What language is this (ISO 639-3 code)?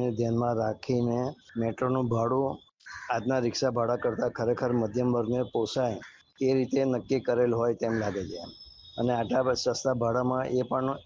guj